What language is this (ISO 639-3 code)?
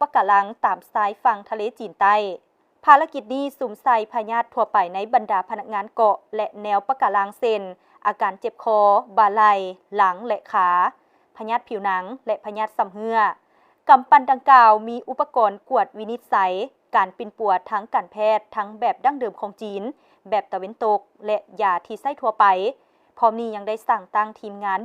lao